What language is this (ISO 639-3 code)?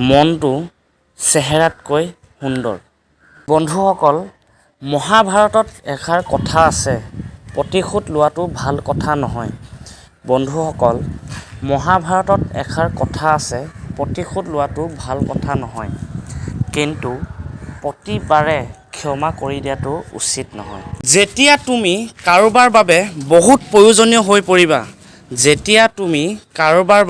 asm